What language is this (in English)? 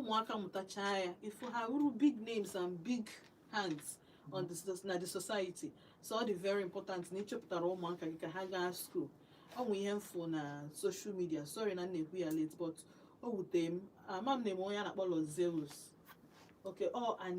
Igbo